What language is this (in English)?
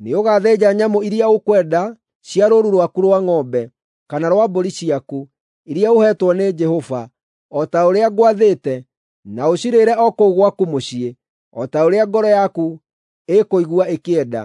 Kikuyu